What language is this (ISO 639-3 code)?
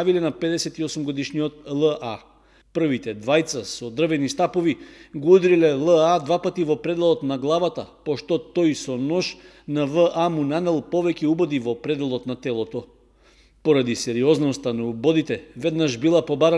mkd